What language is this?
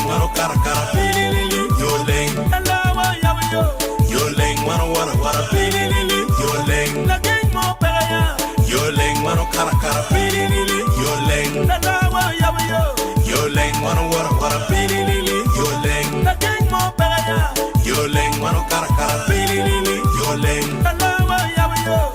Acoli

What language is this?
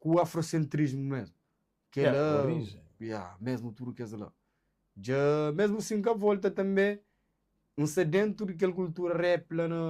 Kabuverdianu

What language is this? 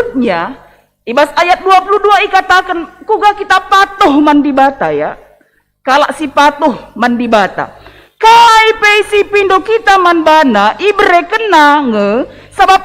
Batak Karo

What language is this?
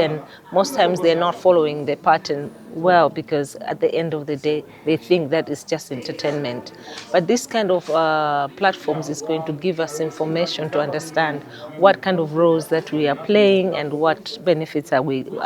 Nyanja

